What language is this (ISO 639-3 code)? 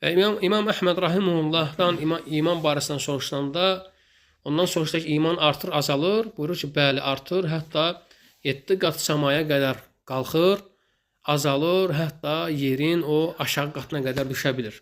aze